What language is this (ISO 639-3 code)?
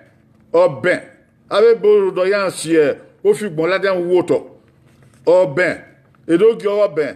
bin